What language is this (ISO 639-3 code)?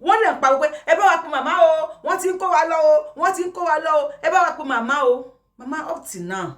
yor